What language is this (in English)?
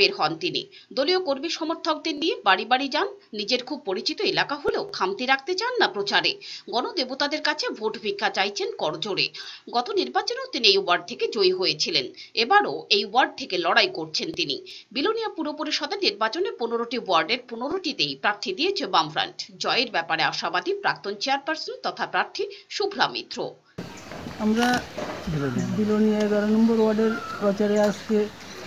Bangla